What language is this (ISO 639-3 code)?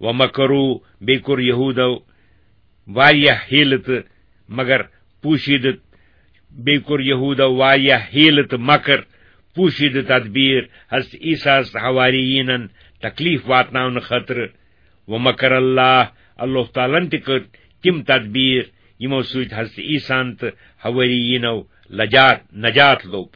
kas